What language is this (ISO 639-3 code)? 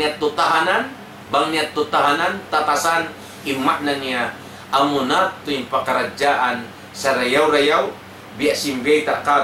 tsg